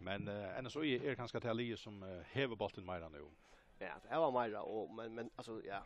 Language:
Faroese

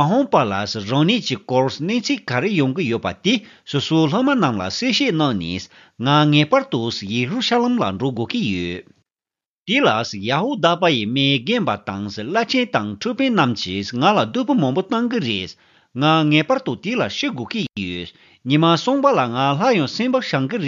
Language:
Tibetan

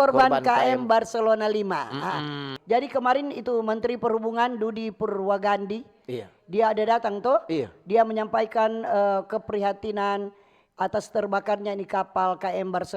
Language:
Manado Malay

